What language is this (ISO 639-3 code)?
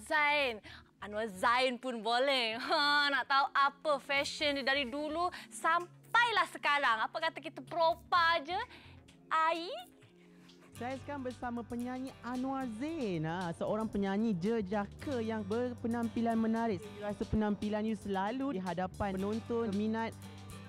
msa